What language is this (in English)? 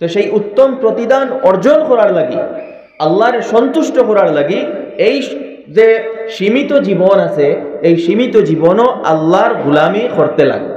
Sylheti